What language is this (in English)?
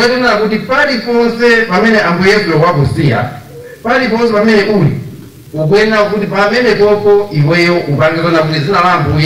Nyanja